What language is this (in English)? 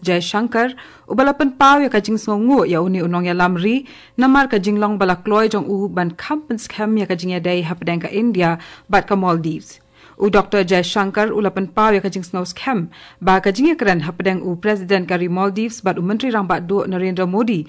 Khasi